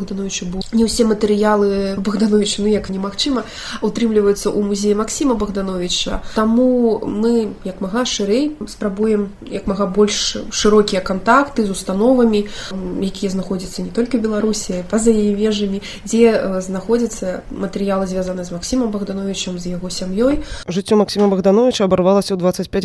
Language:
Belarusian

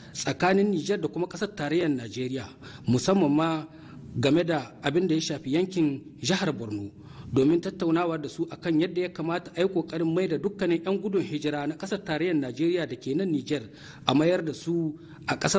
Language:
Hausa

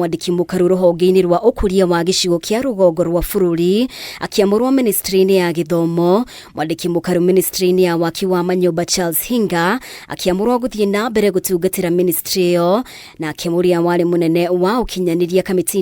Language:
Kikuyu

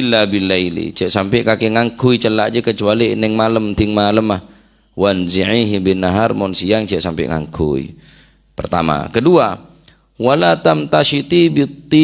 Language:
Madurese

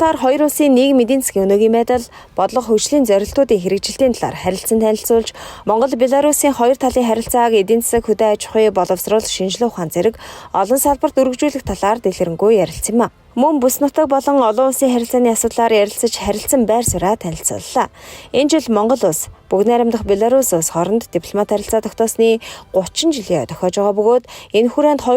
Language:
Mongolian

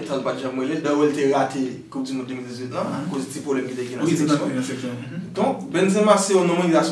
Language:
Haitian Creole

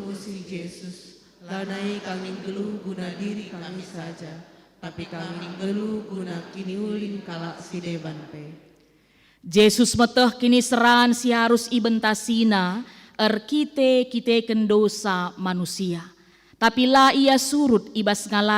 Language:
Batak Karo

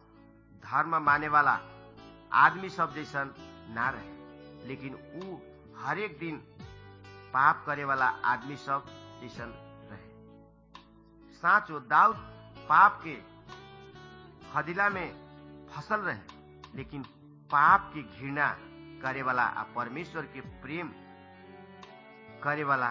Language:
Bhojpuri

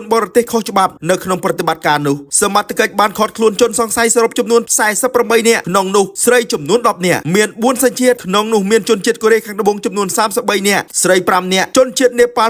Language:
Khmer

